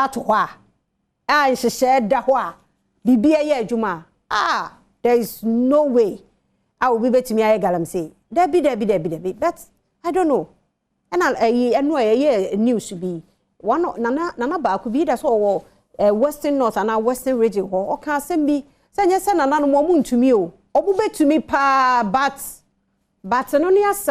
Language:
Akan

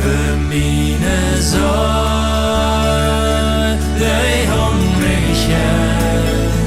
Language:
Plautdietsch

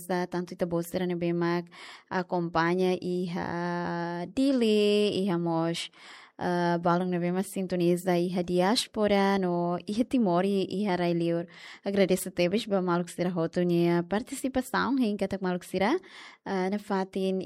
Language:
Tetum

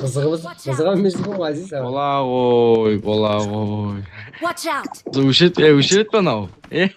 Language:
Kara-Kalpak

